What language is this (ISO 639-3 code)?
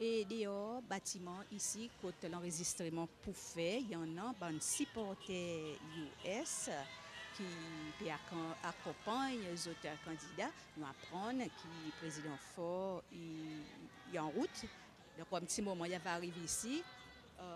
crs